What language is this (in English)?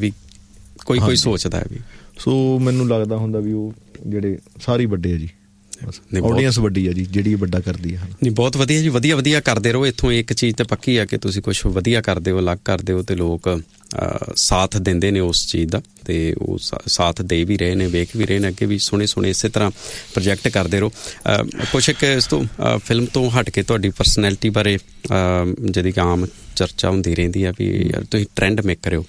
Punjabi